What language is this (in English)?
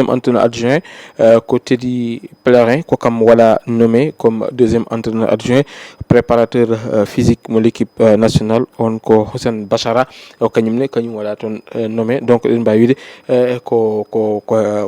Fula